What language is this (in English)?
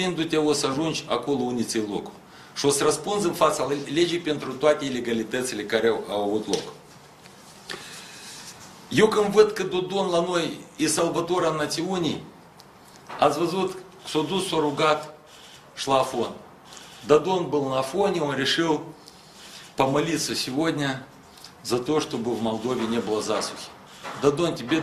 Romanian